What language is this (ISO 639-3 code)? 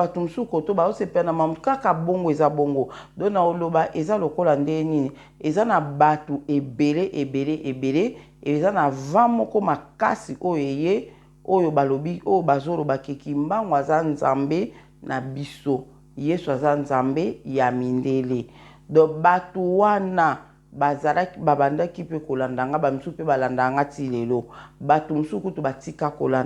lin